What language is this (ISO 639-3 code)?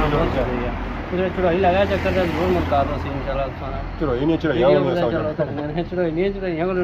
phr